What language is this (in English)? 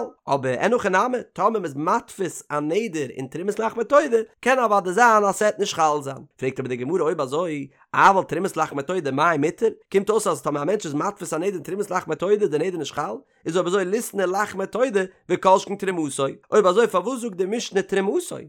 Yiddish